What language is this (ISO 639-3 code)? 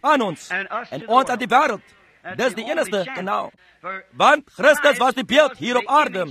afr